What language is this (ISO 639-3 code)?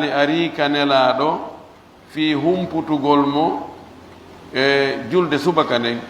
fuf